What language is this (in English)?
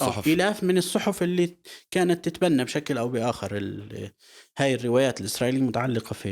North Levantine Arabic